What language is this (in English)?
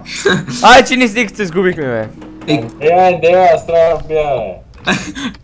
Bulgarian